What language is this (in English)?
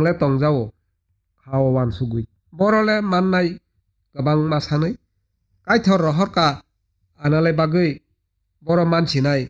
Kok Borok